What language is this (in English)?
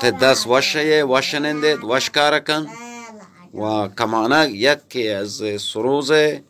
Baluchi